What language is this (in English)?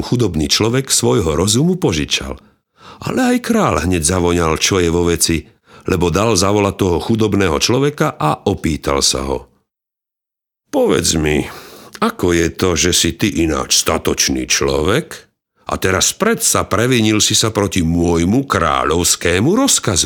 Slovak